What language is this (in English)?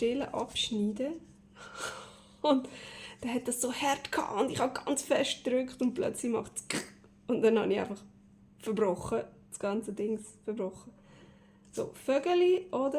Swiss German